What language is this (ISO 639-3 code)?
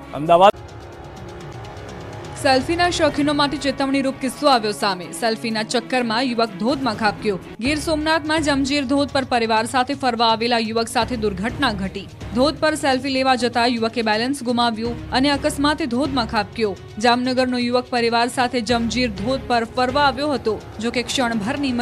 guj